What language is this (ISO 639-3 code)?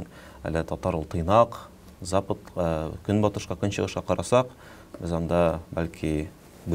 tat